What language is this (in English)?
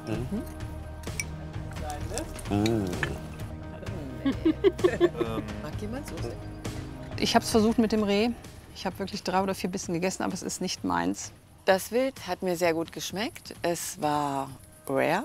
German